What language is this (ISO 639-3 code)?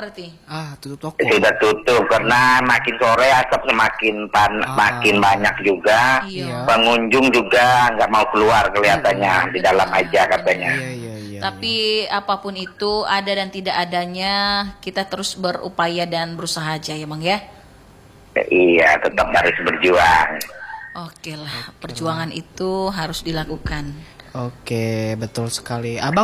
ind